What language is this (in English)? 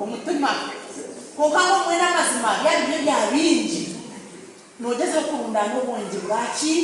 Nyankole